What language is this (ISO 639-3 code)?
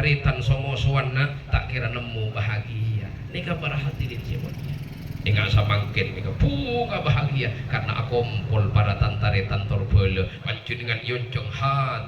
mad